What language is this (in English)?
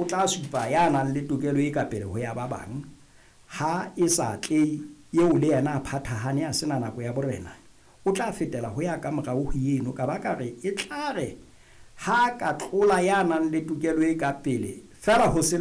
Southern Sotho